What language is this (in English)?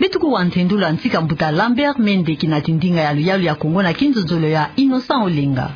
Kituba (Democratic Republic of Congo)